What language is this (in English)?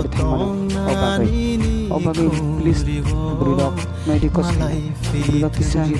Kok Borok